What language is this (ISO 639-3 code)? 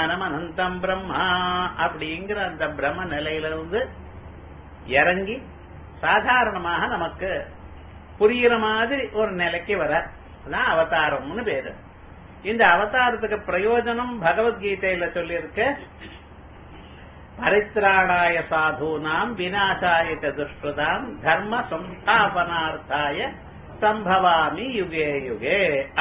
tam